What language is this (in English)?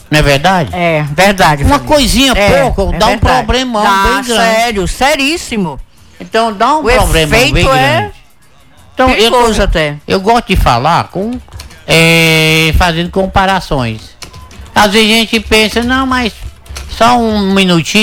Portuguese